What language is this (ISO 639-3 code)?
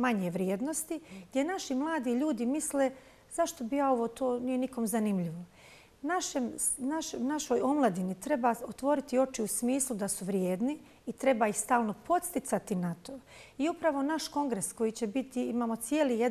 bos